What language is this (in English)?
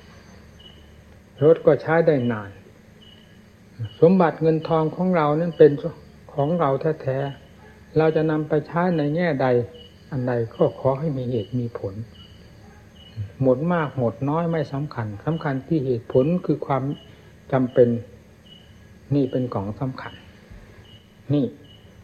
Thai